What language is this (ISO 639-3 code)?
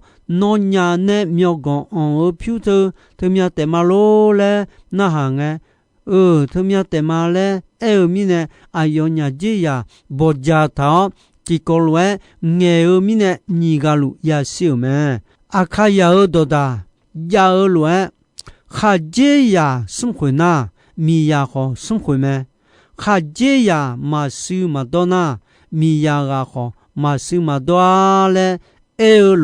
ahk